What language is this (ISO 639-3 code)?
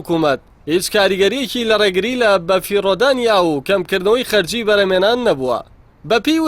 ckb